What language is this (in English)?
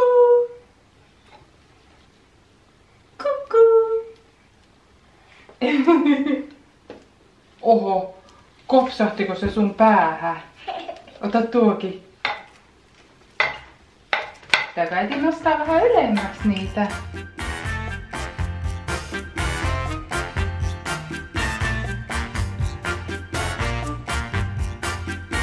Finnish